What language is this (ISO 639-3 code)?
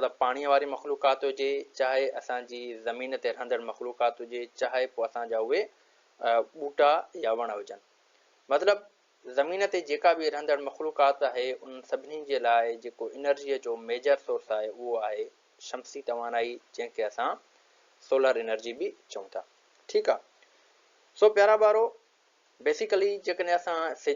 snd